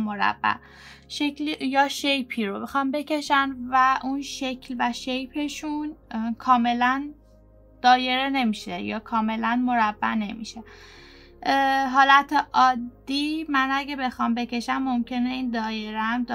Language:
Persian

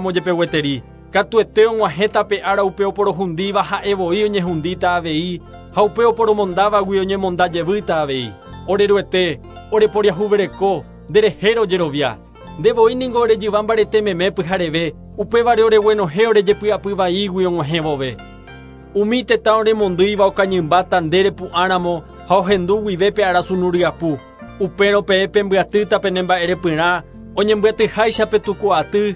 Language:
Guarani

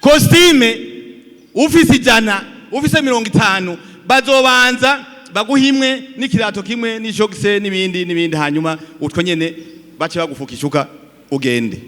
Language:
Rundi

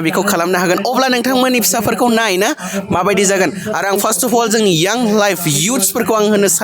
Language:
Bodo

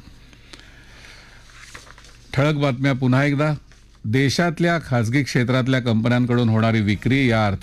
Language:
Marathi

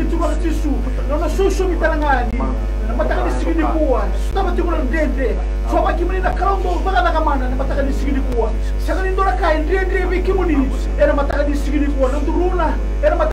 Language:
Fijian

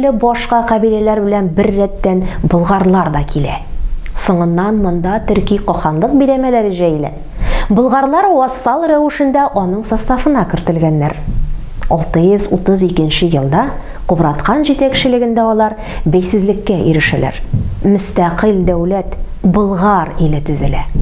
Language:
Tatar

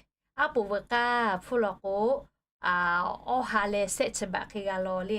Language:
Lahu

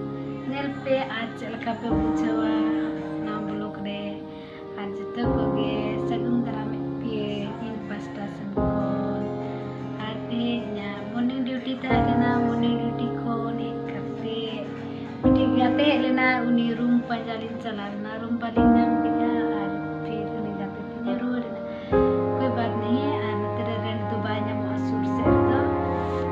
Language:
Santali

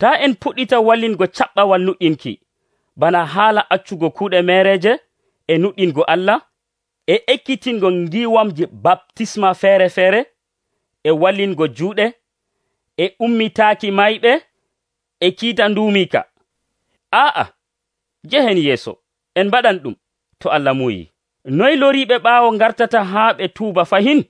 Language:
Nigerian Fulfulde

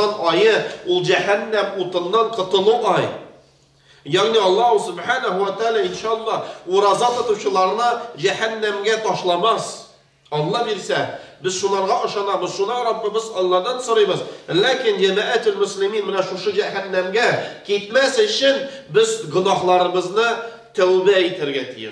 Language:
Tatar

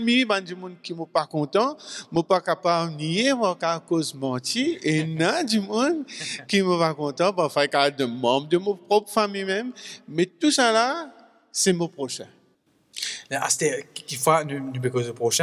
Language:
Morisyen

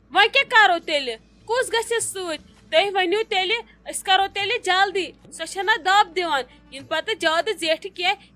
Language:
Kashmiri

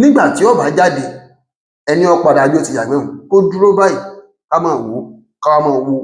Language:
Yoruba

